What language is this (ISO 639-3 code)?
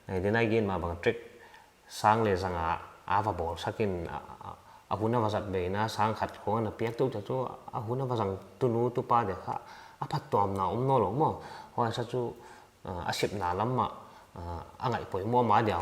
pck